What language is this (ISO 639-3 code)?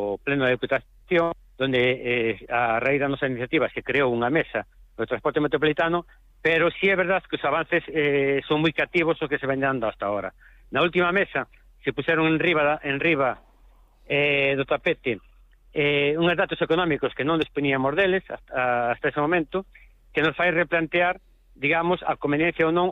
glg